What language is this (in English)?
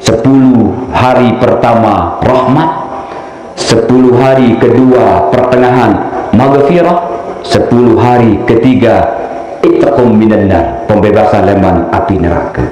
Sasak